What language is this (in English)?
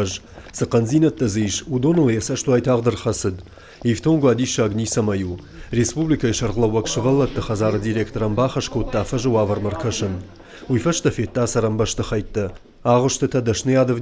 Ossetic